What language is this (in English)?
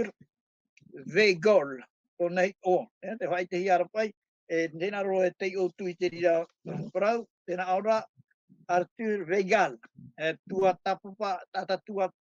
Tahitian